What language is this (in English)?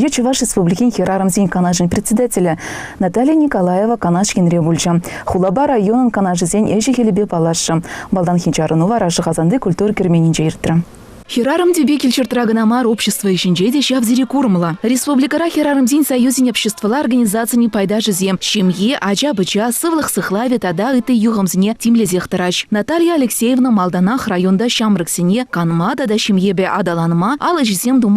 Chuvash